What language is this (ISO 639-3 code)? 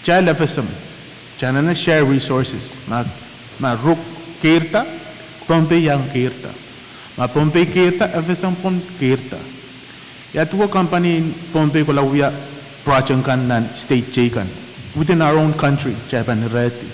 pon